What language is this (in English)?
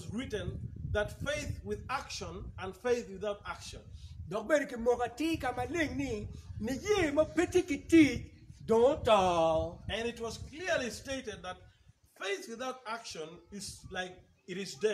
Acoli